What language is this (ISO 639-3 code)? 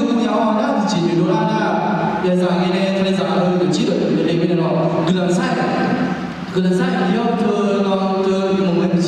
ahk